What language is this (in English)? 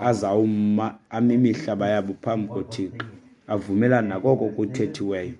Xhosa